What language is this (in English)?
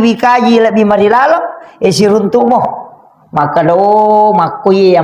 Buginese